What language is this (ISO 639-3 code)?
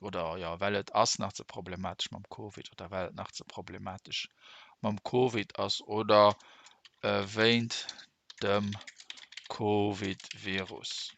ltz